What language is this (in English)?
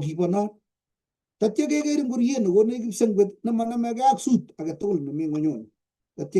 Kalenjin